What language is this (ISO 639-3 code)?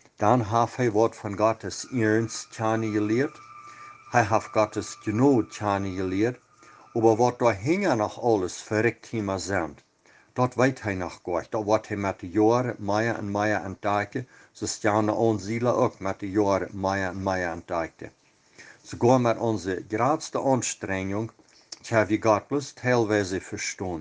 pdt